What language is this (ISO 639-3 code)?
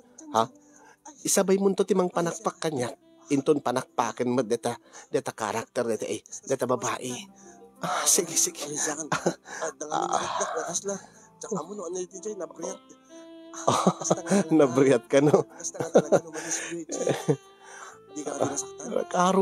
ilo